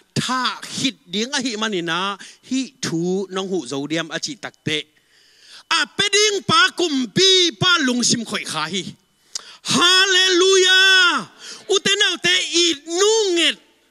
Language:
Tedim Chin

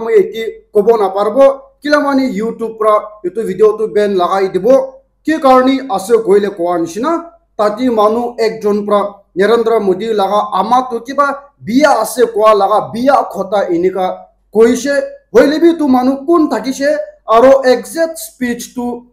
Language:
Naga Pidgin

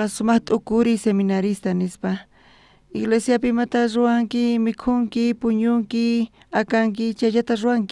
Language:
South Bolivian Quechua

